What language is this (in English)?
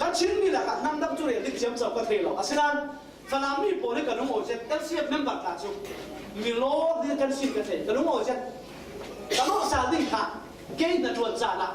Falam Chin